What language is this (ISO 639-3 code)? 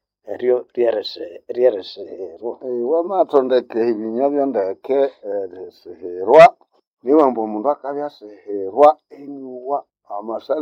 nnb